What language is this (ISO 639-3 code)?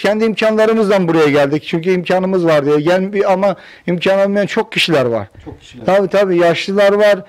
tur